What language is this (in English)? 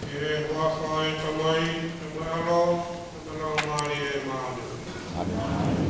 Tongan